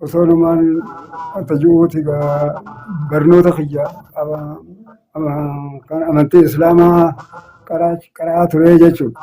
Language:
Oromo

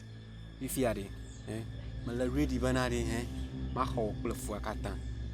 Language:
Ewe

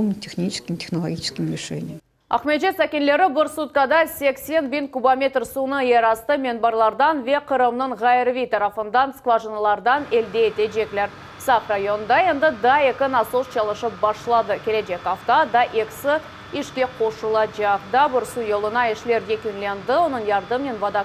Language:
Crimean Tatar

